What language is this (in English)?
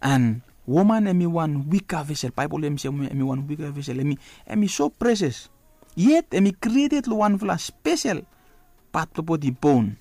Bislama